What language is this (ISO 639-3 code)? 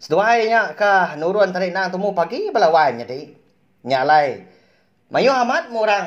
iba